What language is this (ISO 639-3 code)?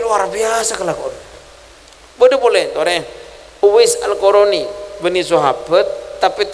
mad